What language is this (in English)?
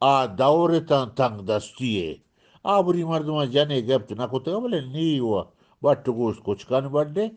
Eastern Balochi